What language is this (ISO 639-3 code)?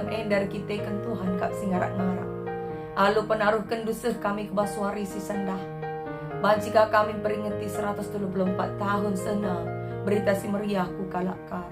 btx